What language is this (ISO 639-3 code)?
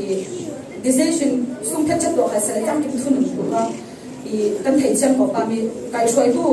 cfm